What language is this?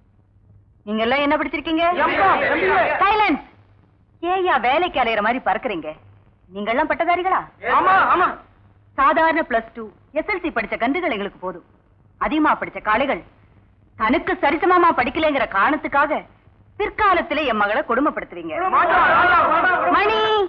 Tamil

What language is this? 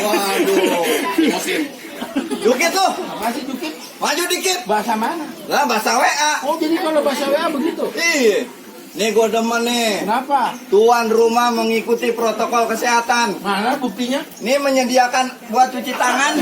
Betawi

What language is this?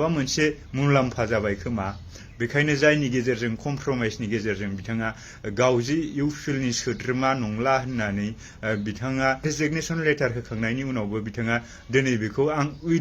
Bodo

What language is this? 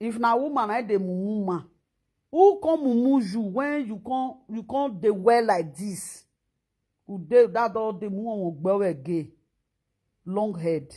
Nigerian Pidgin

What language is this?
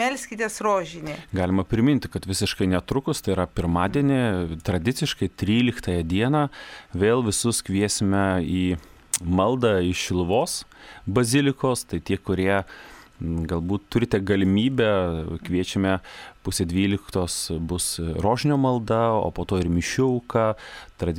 Lithuanian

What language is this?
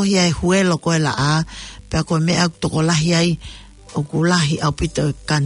Tongan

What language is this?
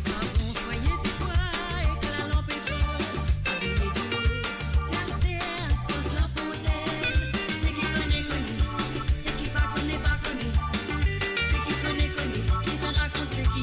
Morisyen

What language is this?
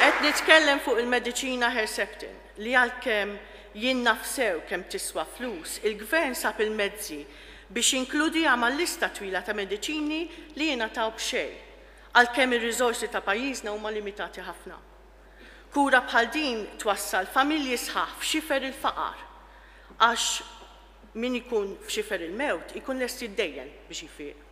Maltese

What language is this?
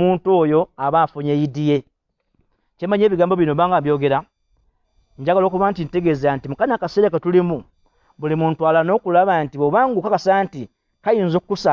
Ganda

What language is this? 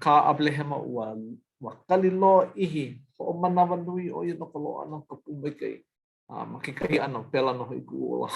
Hawaiian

